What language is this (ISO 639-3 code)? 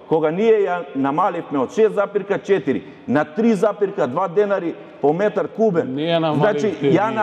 mkd